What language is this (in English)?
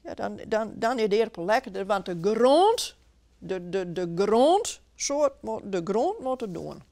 Western Frisian